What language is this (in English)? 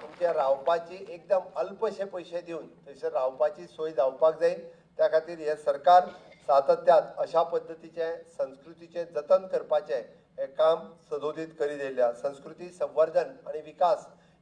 Konkani